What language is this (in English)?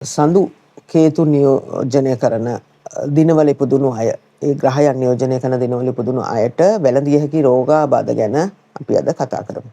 Sinhala